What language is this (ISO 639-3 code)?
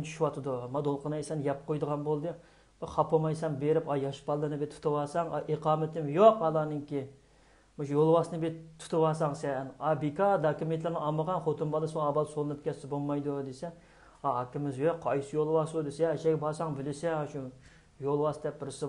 uig